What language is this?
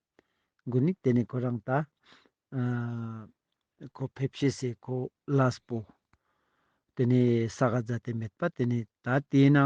Ladakhi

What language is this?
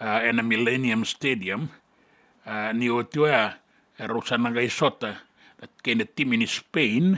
Fijian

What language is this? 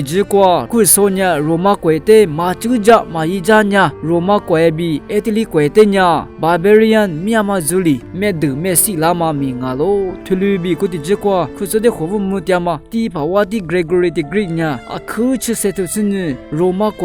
Lisu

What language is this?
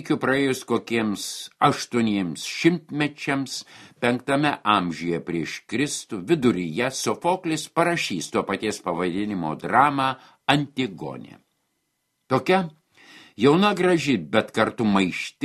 Lithuanian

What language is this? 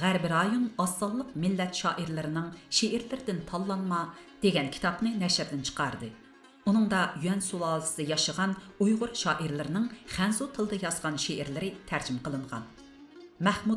Uyghur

